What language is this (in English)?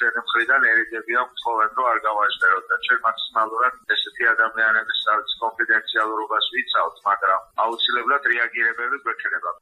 Georgian